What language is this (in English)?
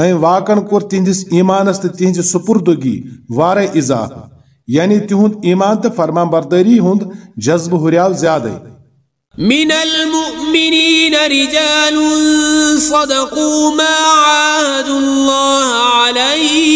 Kashmiri